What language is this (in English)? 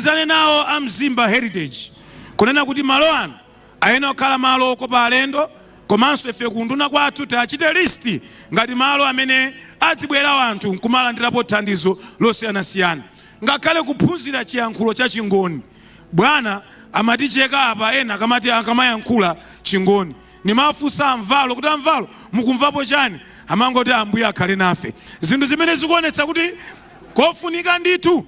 Nyanja